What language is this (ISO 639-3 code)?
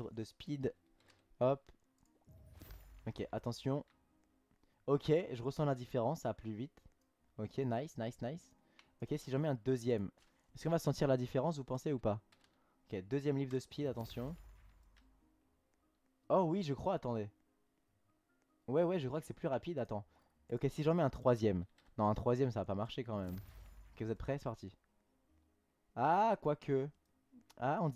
fra